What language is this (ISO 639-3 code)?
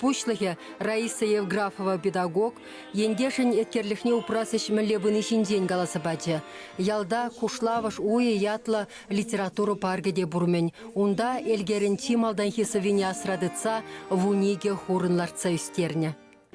chv